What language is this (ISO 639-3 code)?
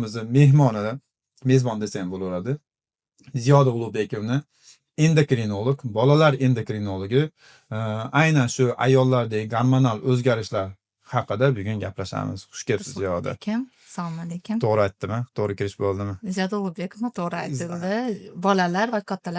uzb